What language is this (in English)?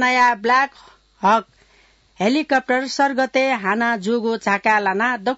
Newari